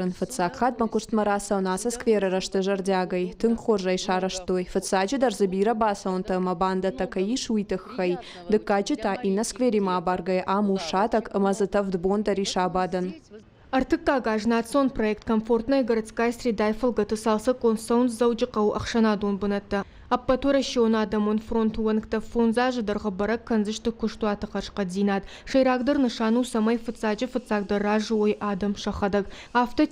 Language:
Ossetic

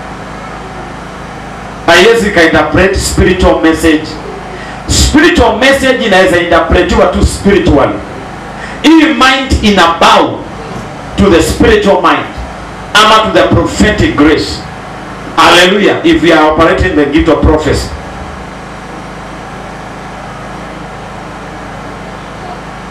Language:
Swahili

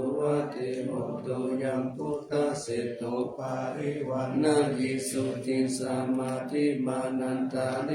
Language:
Pali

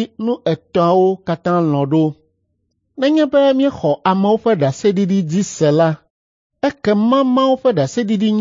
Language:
Ewe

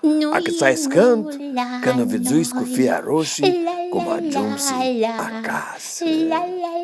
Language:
Aromanian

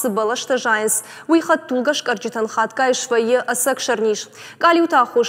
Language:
Ossetic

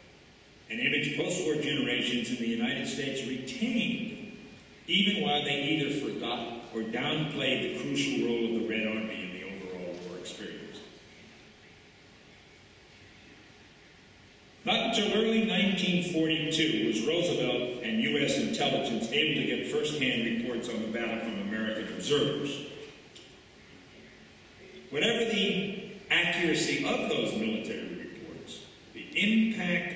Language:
English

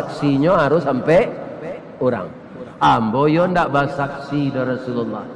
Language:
Minangkabau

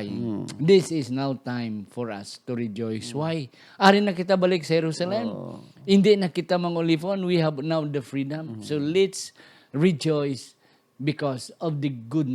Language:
Hiligaynon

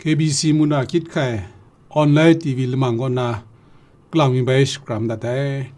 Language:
Kachin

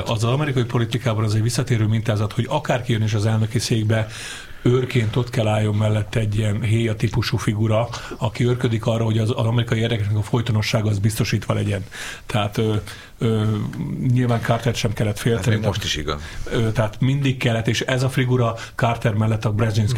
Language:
Hungarian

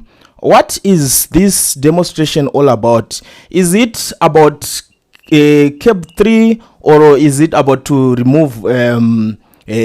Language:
Shona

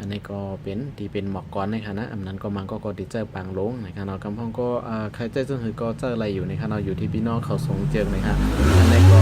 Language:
Shan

